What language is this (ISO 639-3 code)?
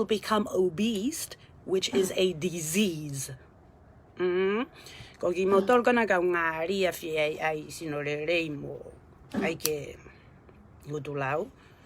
ton